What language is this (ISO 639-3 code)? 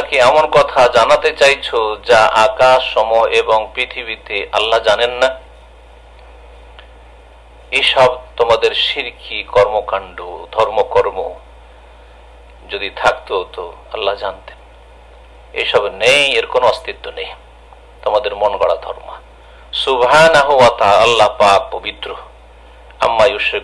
ben